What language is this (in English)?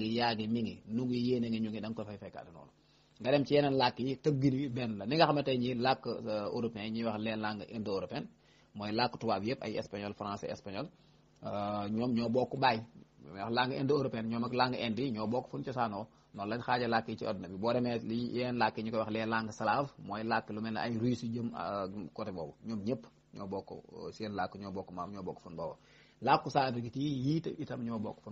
Wolof